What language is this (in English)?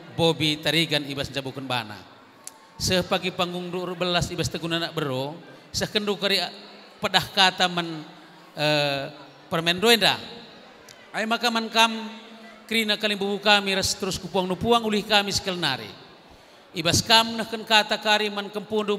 Batak Karo